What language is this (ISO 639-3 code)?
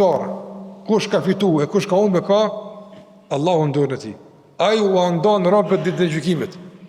sqi